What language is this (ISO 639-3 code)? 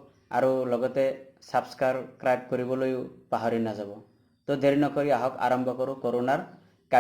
asm